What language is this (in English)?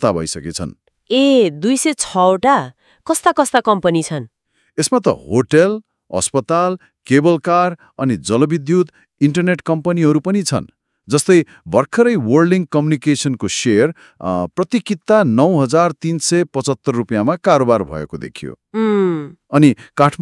Nepali